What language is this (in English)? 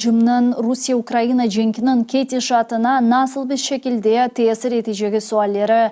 Crimean Tatar